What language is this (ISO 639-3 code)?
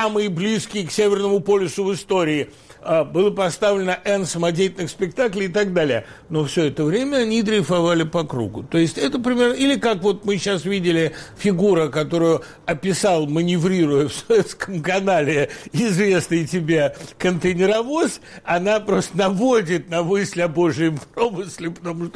rus